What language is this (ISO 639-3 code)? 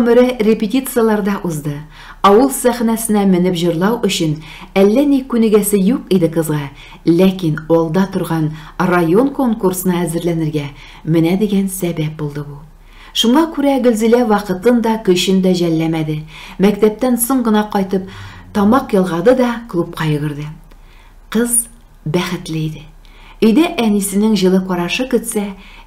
tat